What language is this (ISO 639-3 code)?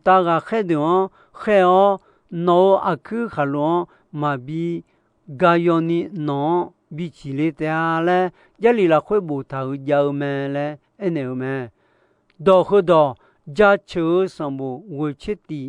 ahk